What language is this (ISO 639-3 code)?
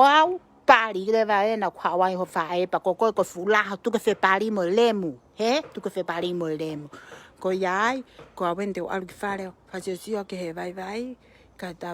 ton